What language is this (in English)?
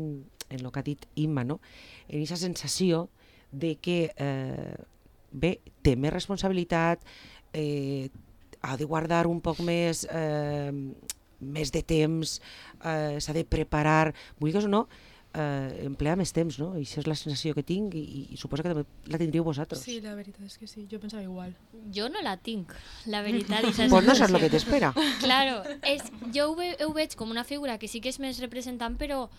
Catalan